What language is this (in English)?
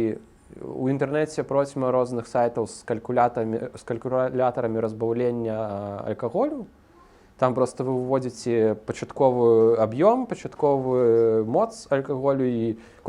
Belarusian